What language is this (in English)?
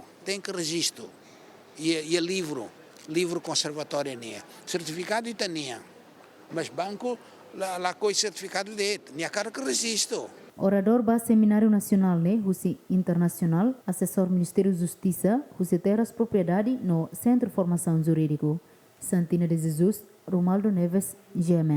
Tetum